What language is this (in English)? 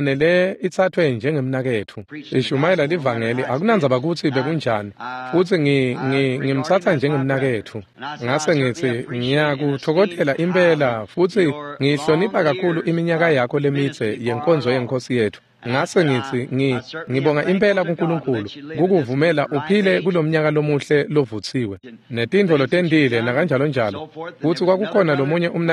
Swati